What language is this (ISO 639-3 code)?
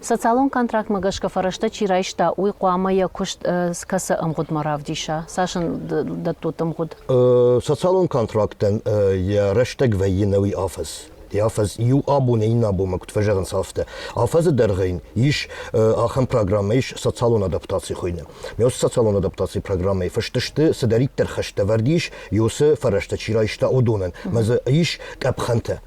oss